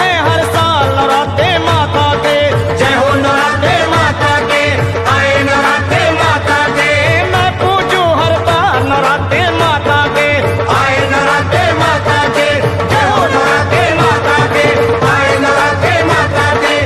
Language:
Hindi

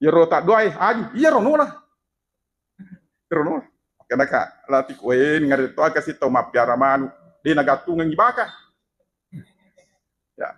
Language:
Buginese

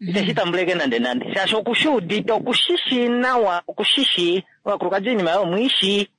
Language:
Kuanyama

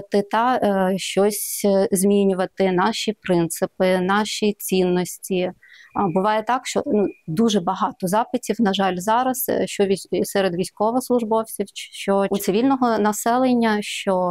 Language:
Ukrainian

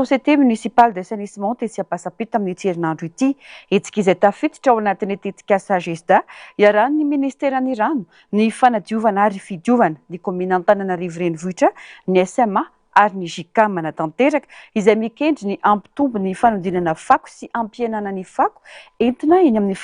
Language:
Malagasy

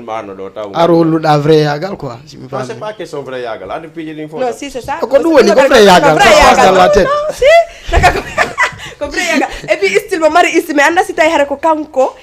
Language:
Fula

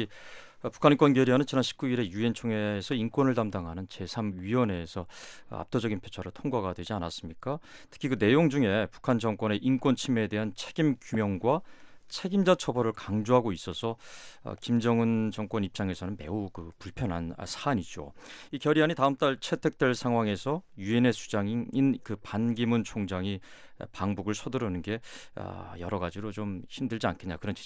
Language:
Korean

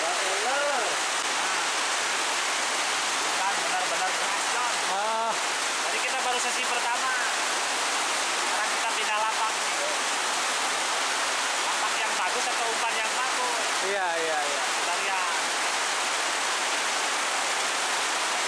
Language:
Indonesian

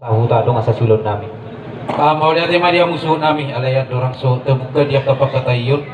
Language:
Batak Toba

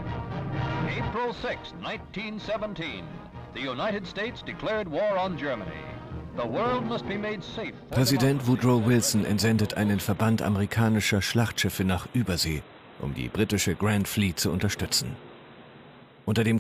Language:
German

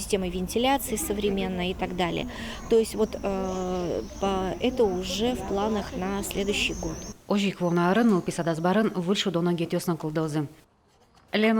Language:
Udmurt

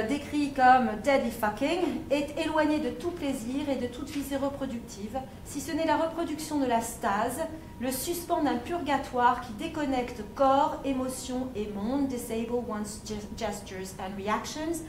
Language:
French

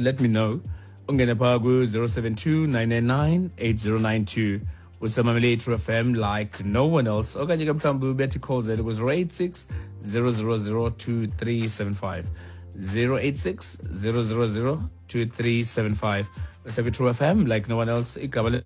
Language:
Xhosa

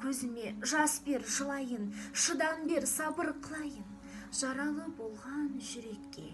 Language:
Kazakh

